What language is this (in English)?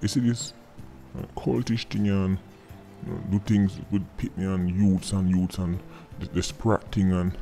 Jamaican Creole English